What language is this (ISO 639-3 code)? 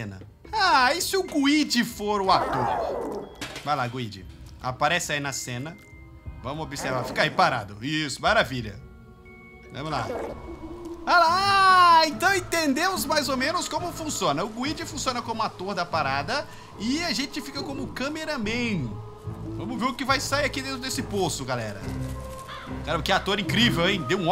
por